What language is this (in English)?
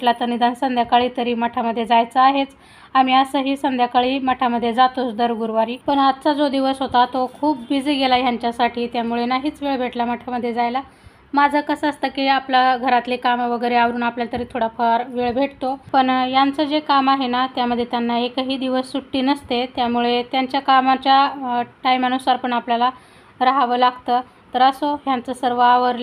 Marathi